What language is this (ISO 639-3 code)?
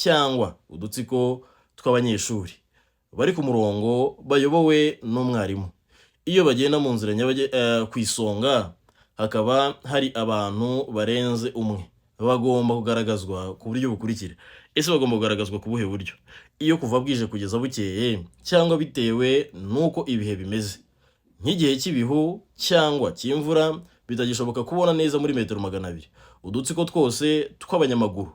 kin